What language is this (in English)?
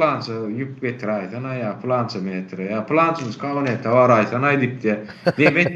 Turkmen